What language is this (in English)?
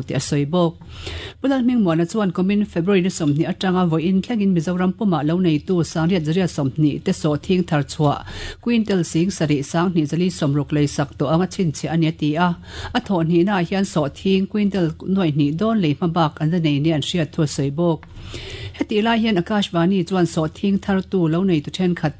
Mizo